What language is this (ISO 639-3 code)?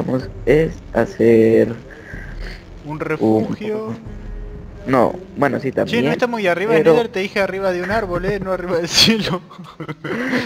spa